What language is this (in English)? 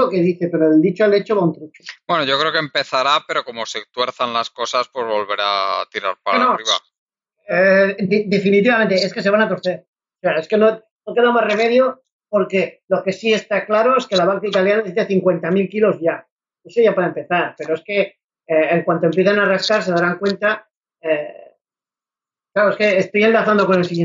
Spanish